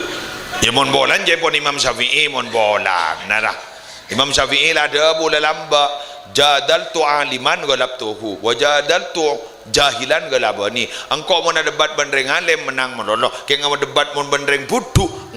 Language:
Madurese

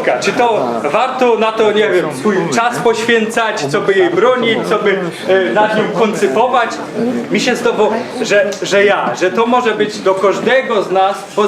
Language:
Silesian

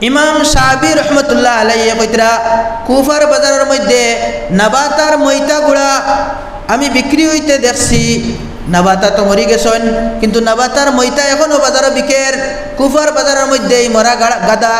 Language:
Sylheti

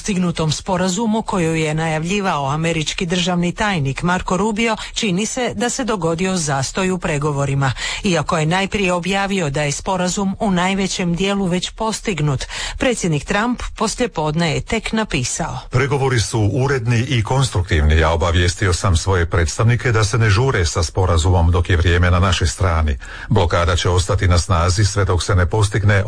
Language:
Croatian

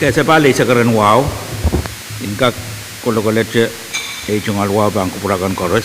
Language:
Pohnpeian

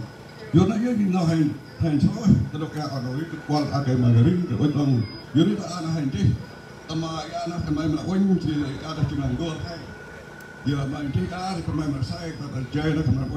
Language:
Central Mnong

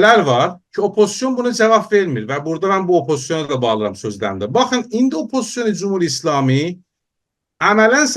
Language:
South Azerbaijani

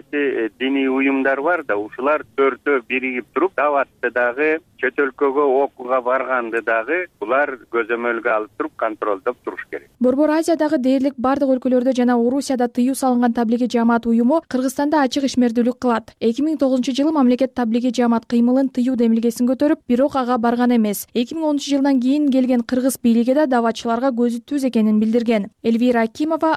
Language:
Kyrgyz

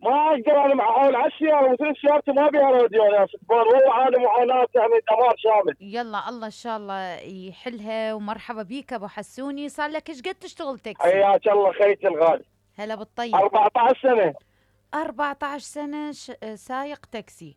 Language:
Mesopotamian Arabic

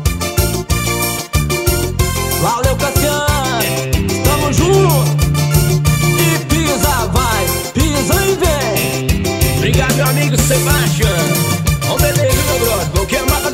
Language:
Portuguese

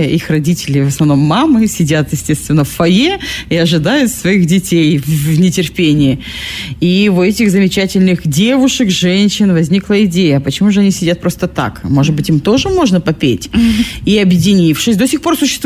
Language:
Russian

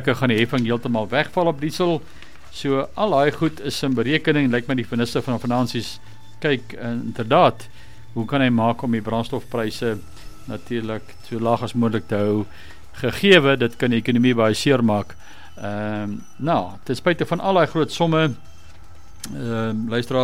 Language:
Afrikaans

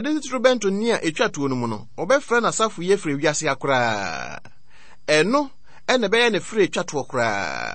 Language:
Akan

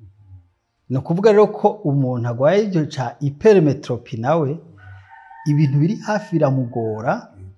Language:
Rundi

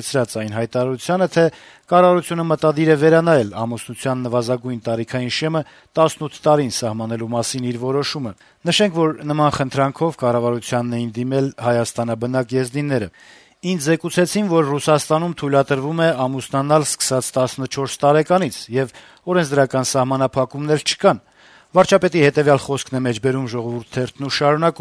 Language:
Armenian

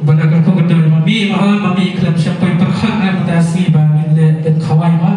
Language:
Khasi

